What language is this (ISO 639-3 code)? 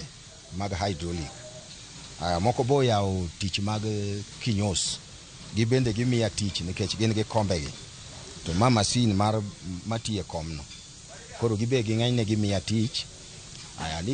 luo